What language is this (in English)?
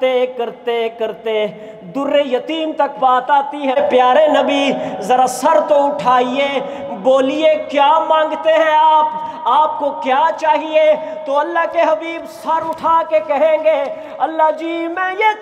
Urdu